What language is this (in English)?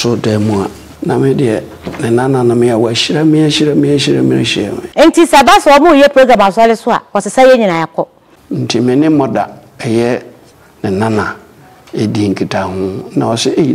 Akan